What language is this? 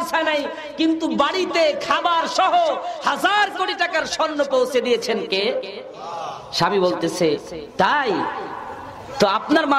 Bangla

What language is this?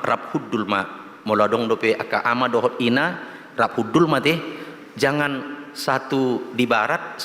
Batak Toba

